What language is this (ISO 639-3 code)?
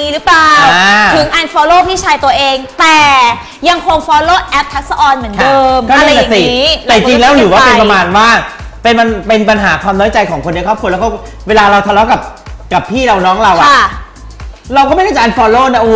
tha